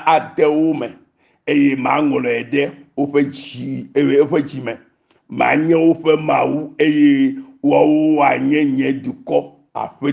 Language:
Ewe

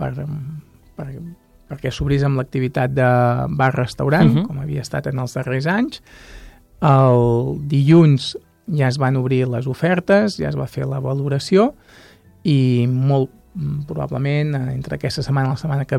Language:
Catalan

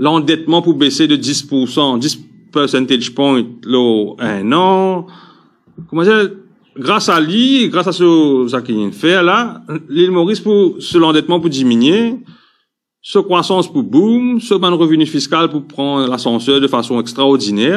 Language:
Morisyen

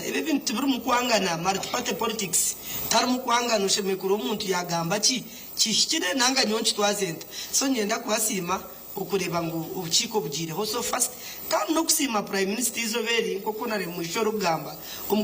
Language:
Nyankole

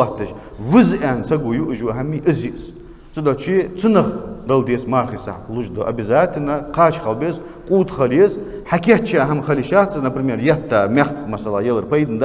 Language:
Ingush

